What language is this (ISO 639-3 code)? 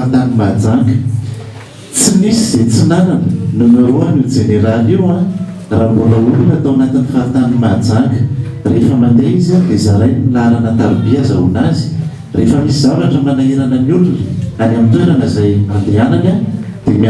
mlg